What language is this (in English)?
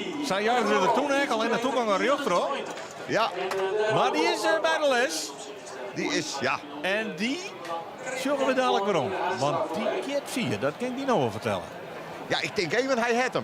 Western Frisian